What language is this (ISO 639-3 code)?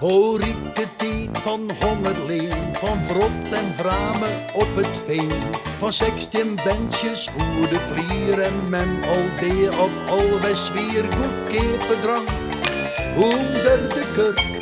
fry